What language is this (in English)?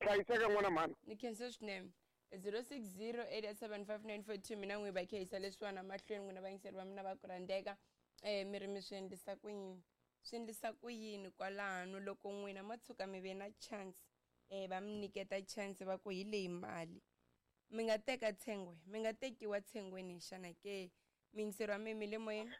Tsonga